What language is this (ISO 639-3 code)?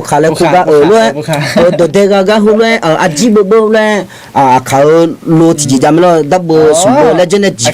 ahk